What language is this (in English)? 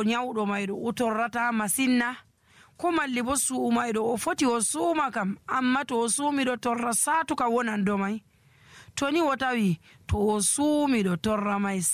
Nigerian Fulfulde